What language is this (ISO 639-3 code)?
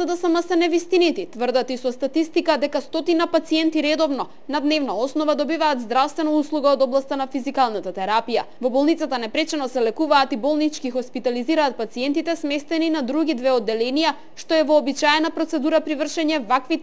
mkd